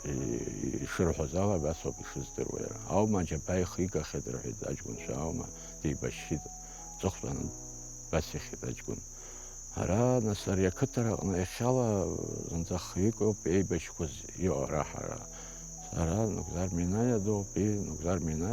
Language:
Abkhazian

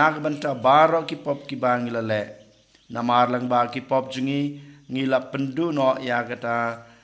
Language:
Khasi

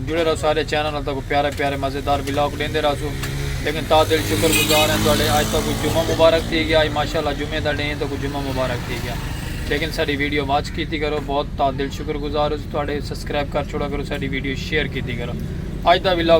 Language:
Saraiki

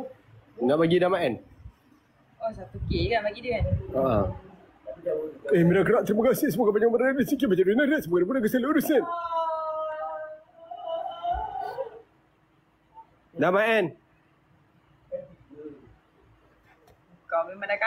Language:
Malay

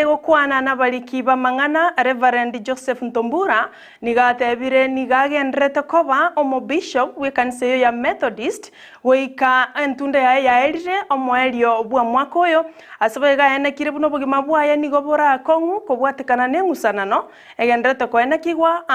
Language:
Gusii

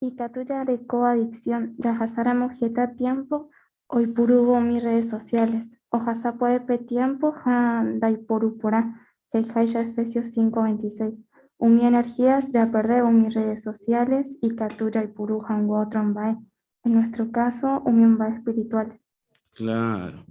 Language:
Guarani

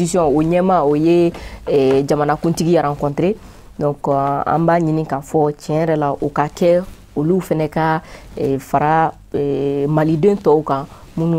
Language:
Bambara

